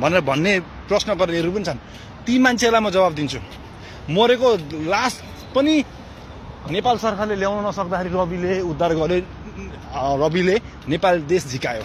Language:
Nepali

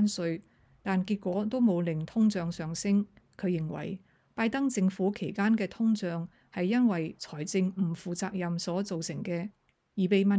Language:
Cantonese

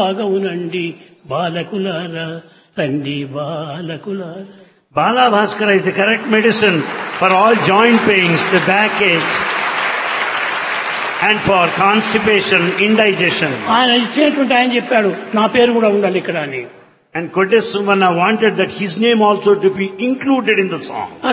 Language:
Telugu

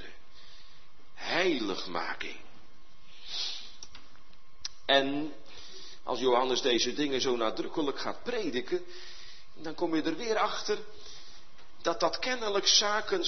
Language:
Dutch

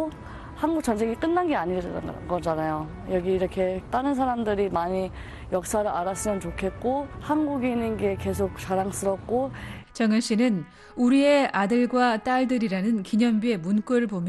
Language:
Korean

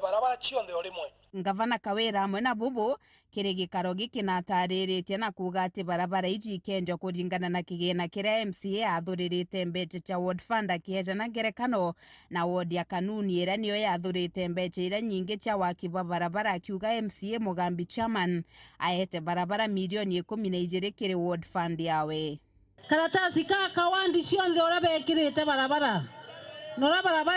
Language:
Meru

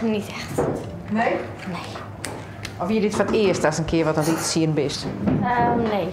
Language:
Western Frisian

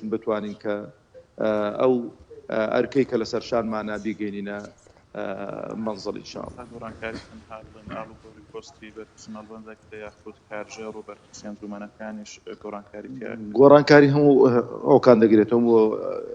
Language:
Central Kurdish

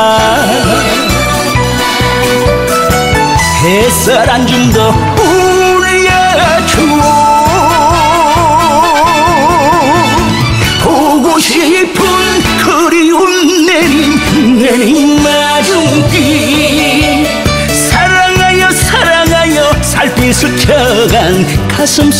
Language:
Korean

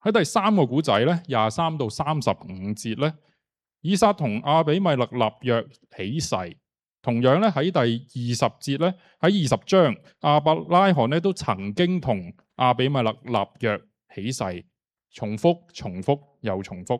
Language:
Cantonese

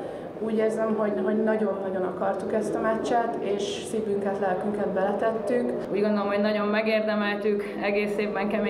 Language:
Hungarian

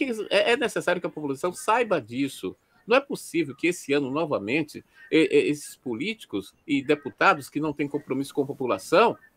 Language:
Portuguese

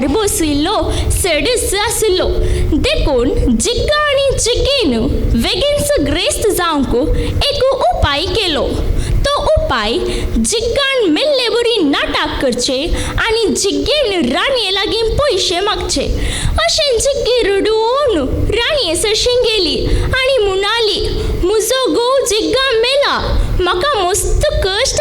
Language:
Konkani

